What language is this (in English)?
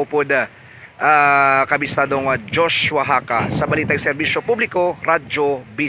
Hiligaynon